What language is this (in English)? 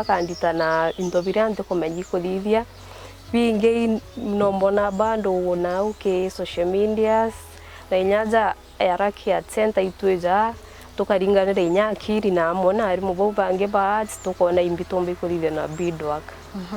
Meru